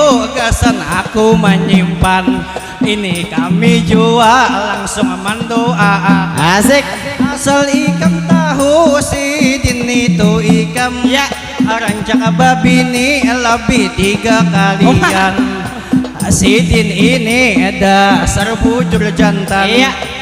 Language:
Banjar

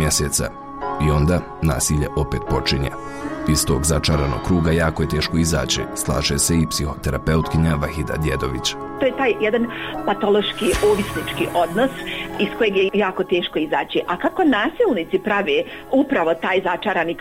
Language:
Bosnian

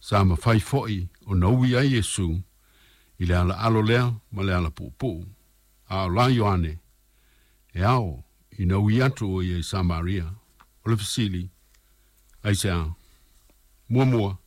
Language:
Samoan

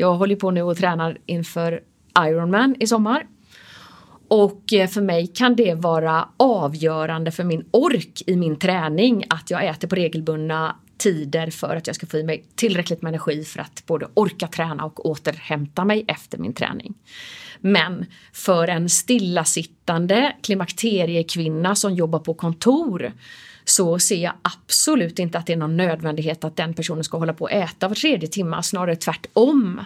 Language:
Swedish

